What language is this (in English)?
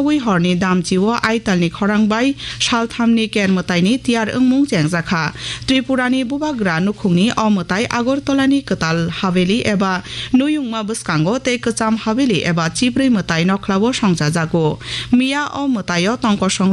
Kok Borok